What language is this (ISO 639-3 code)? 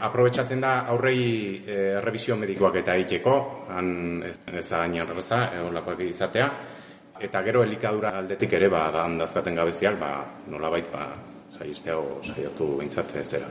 eus